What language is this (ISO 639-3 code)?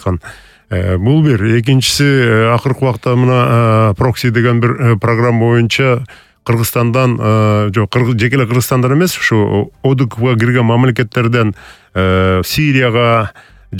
kir